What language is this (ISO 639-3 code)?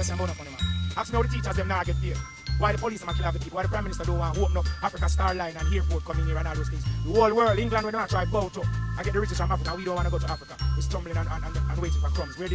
jam